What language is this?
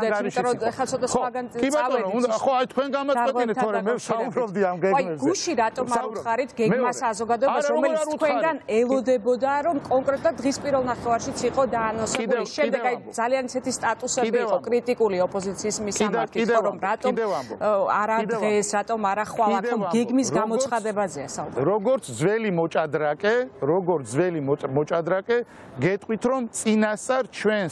Georgian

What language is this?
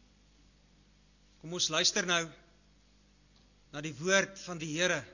Afrikaans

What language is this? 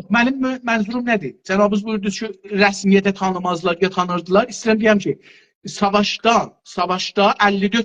South Azerbaijani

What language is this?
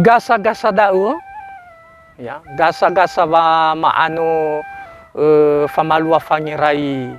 Nias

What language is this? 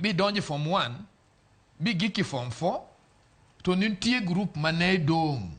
Luo (Kenya and Tanzania)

